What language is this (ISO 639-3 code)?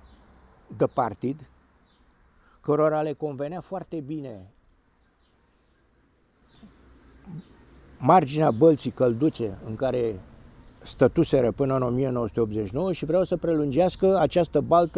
ron